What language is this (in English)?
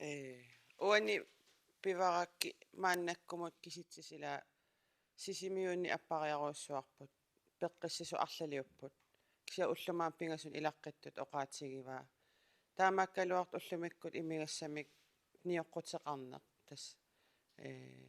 Kalaallisut